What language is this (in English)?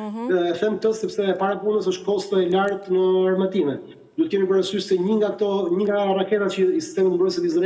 Albanian